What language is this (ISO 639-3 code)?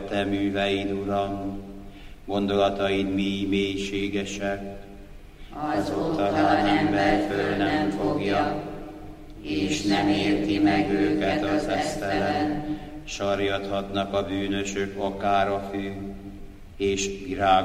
hun